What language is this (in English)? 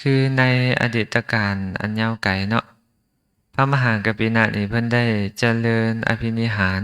Lao